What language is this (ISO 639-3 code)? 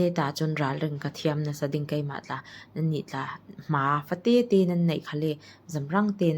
cfm